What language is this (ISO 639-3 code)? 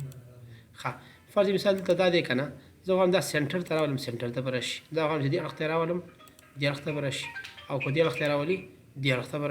pus